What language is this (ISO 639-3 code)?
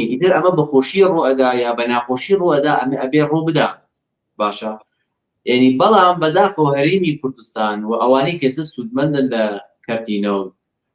ckb